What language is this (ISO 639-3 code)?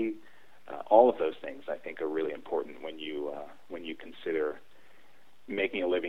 eng